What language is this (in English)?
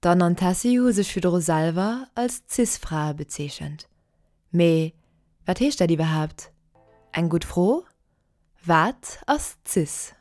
Luxembourgish